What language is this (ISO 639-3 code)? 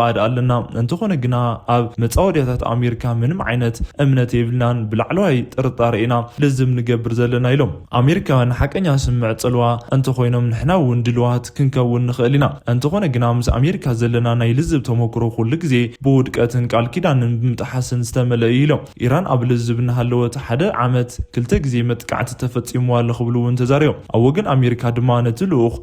tir